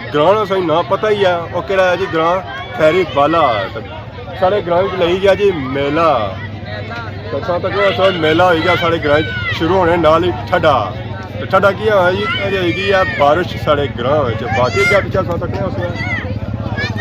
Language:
Pahari-Potwari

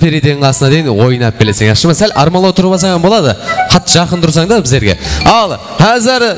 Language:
Kara-Kalpak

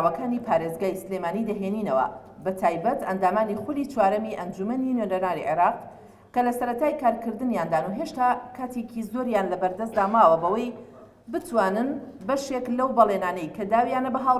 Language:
Central Kurdish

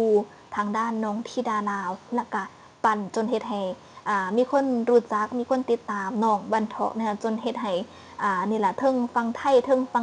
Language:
Northeastern Thai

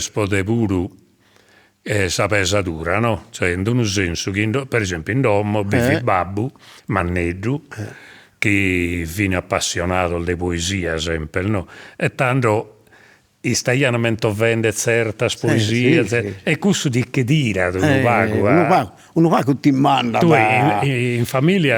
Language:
Sardinian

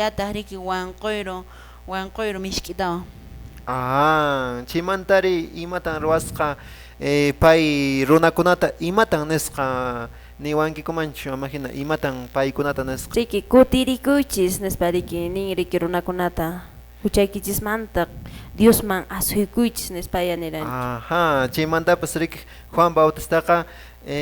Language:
Quechua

